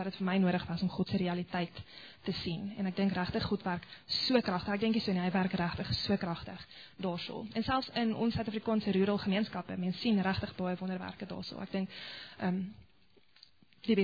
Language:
Afrikaans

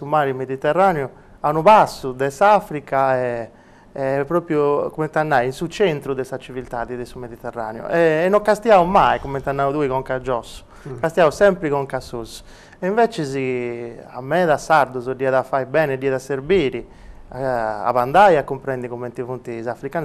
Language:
Sardinian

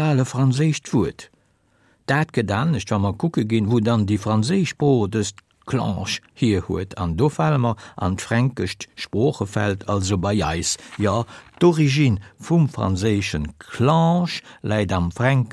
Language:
Luxembourgish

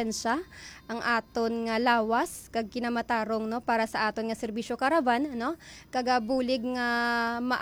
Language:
Hiligaynon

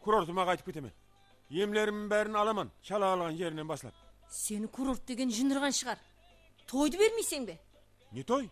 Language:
Kara-Kalpak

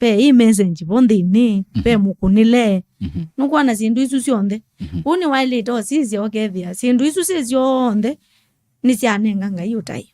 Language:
Kamba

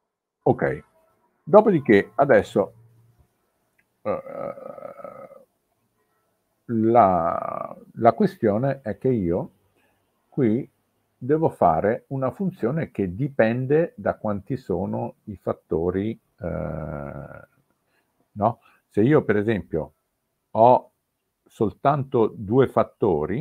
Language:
Italian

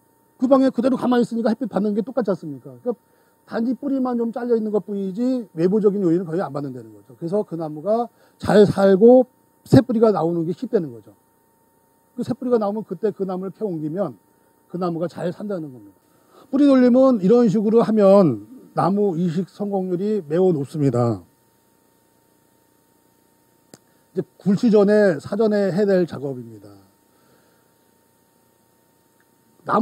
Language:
Korean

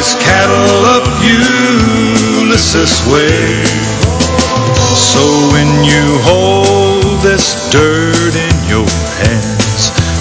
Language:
English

